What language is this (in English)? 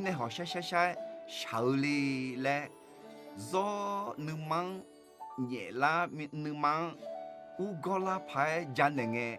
Akha